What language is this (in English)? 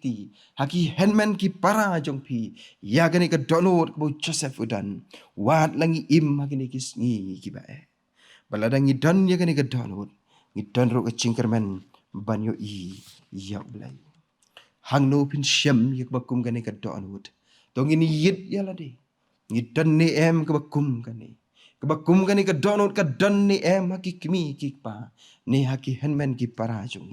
Khasi